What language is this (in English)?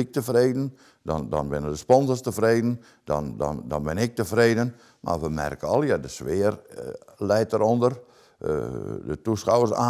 Western Frisian